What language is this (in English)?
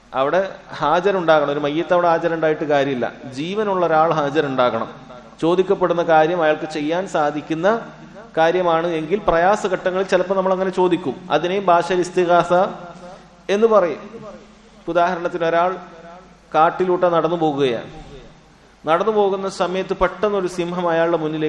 Malayalam